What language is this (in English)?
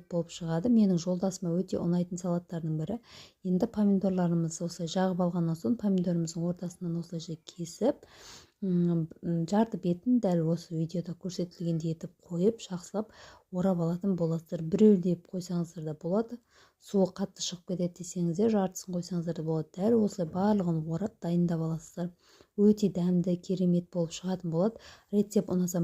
Kazakh